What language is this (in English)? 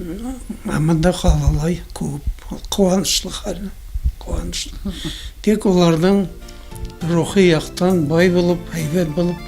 Bashkir